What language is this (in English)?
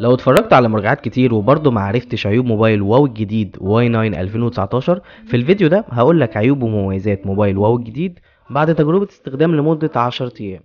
Egyptian Arabic